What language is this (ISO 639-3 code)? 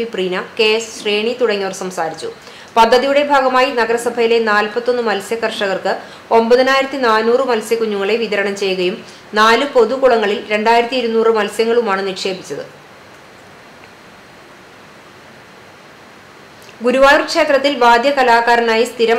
mal